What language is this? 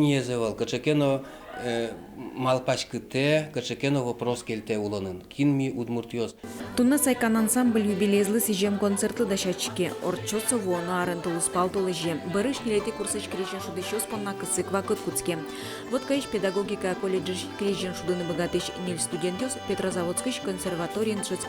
Udmurt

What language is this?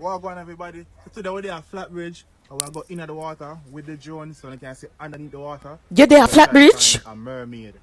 Jamaican Creole English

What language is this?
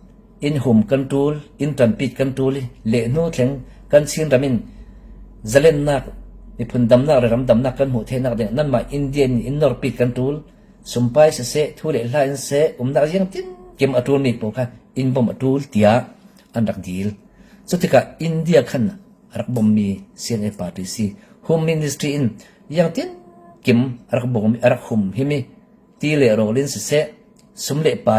Falam Chin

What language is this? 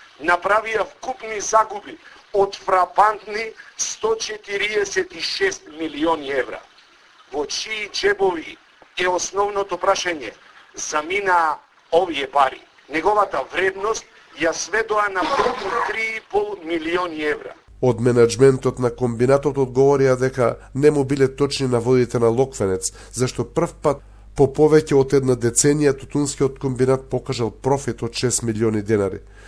Macedonian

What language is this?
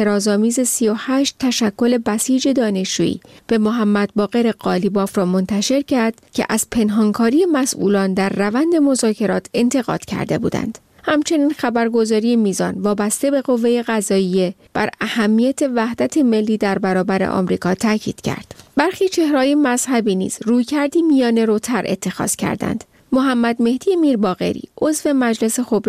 Persian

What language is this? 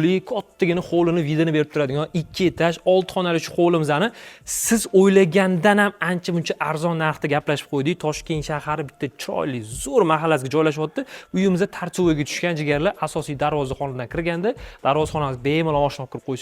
Uzbek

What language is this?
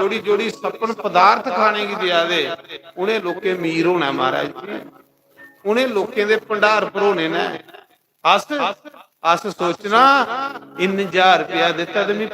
Dogri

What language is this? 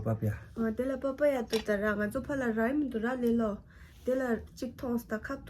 Tibetan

